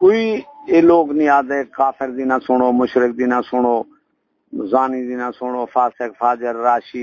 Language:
Saraiki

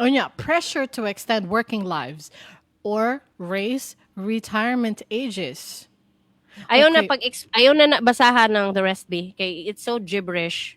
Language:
Cebuano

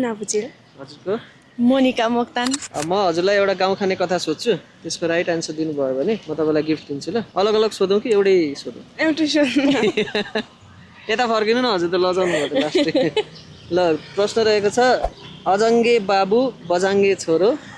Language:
Nepali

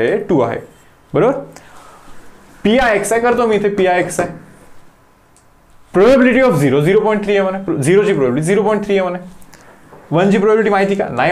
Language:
Marathi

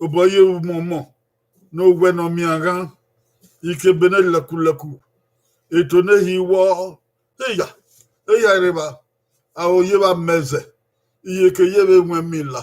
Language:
Bini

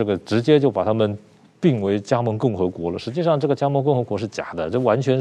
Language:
Chinese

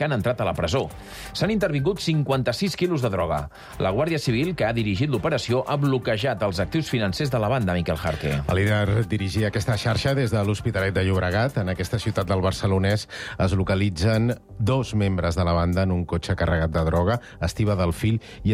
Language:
Catalan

